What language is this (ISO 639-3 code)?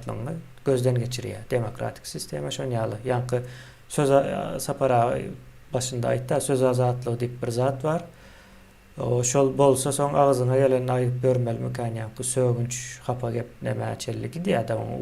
tuk